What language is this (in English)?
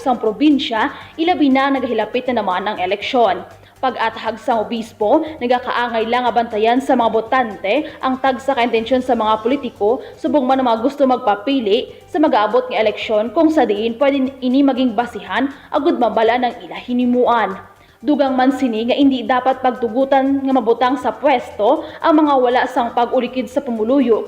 Hiligaynon